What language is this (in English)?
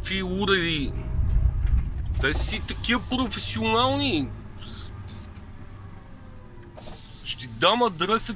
Bulgarian